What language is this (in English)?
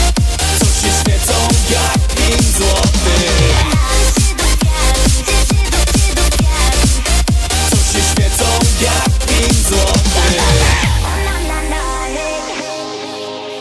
Polish